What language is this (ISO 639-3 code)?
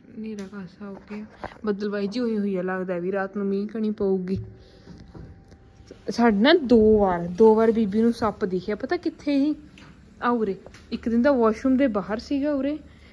pan